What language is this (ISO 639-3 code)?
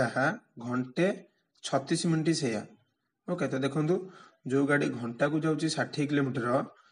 ori